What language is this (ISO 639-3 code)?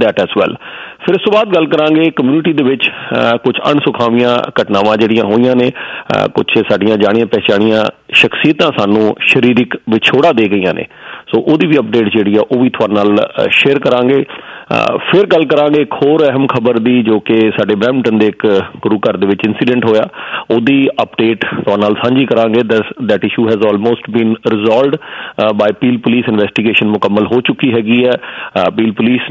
pan